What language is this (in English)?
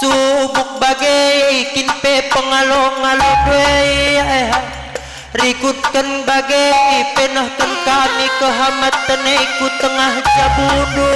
Batak Karo